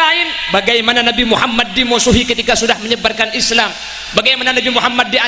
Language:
Madurese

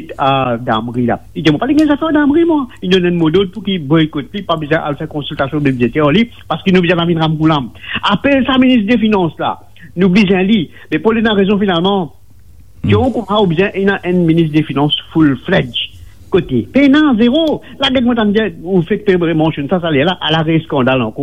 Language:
Morisyen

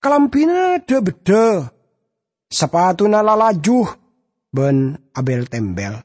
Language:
Madurese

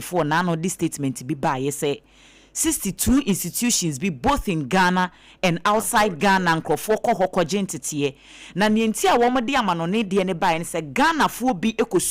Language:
Akan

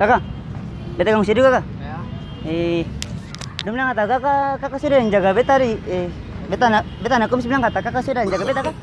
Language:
Ambonese Malay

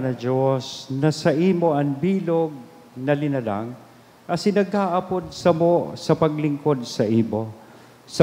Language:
Bikol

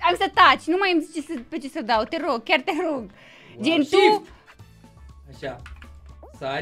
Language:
Romanian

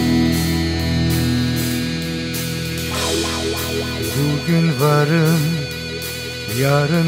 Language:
Turkish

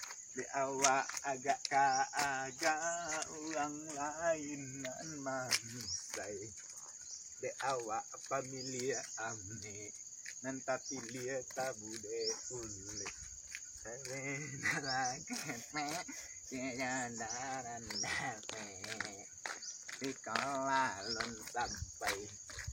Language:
Minangkabau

